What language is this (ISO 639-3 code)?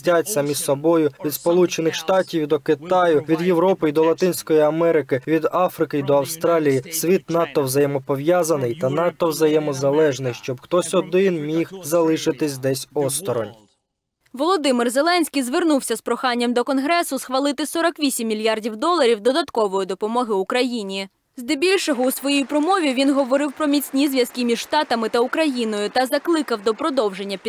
ukr